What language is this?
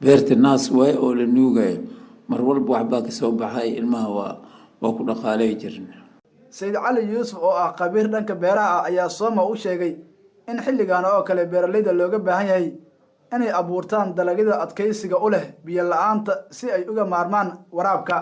Somali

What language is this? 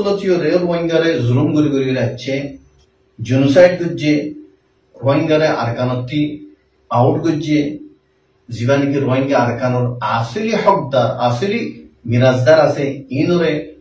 Rohingya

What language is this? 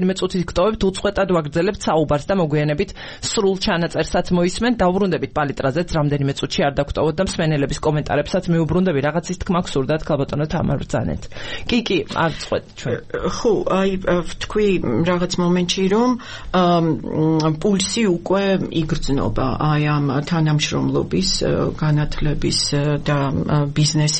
Georgian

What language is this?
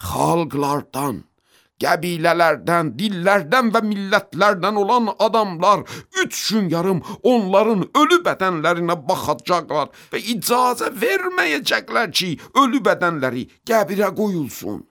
Azerbaijani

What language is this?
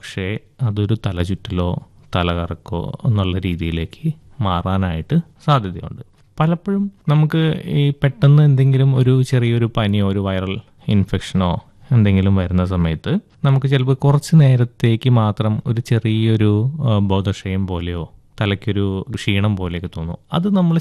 Malayalam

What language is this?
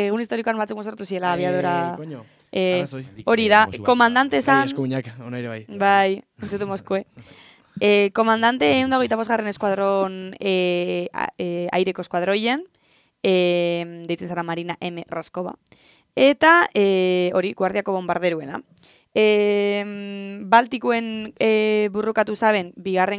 Basque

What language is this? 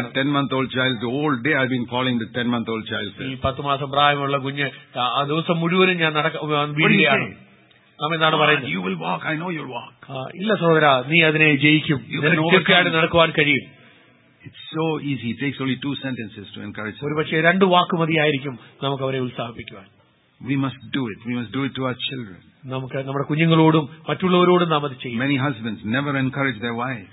Malayalam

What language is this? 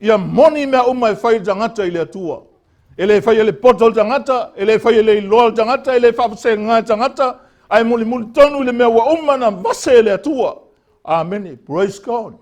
Samoan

